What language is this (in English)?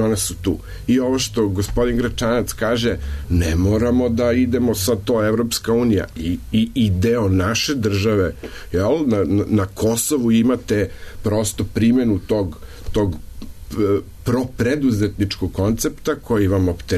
Serbian